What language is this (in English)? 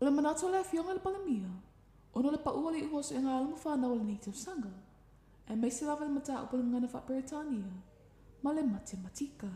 Samoan